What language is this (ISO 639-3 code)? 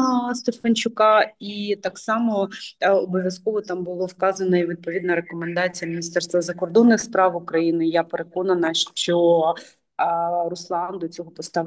ukr